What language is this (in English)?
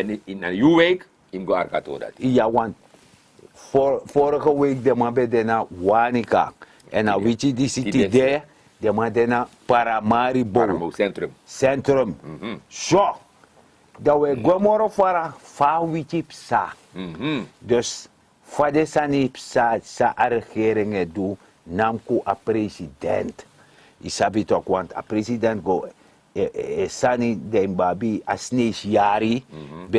Sranan Tongo